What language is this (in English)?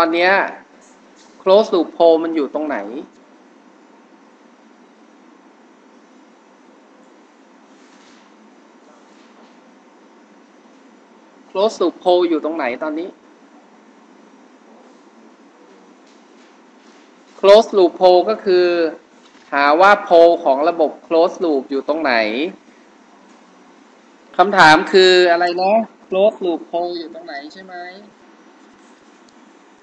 Thai